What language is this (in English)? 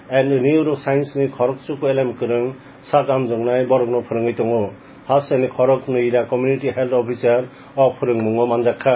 Kok Borok